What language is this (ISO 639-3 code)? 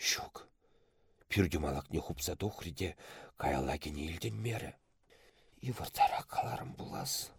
chv